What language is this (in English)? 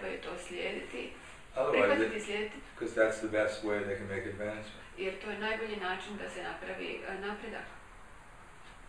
Croatian